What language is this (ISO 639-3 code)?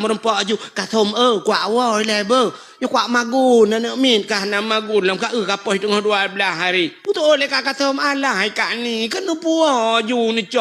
ace